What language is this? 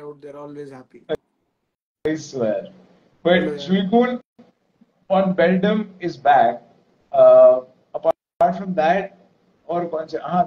English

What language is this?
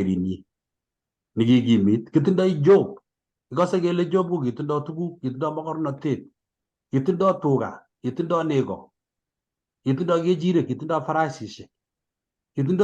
Kalenjin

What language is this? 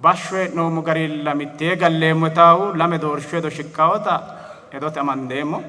Sidamo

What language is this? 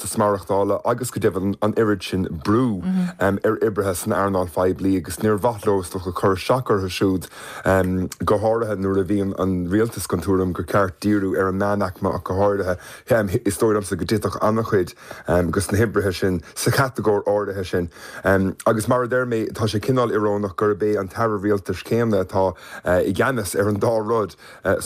Irish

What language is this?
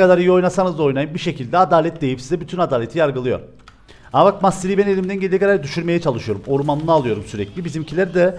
Turkish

